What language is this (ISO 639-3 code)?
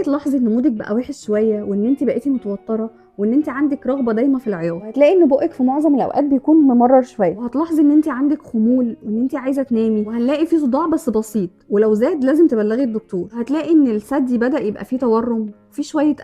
arz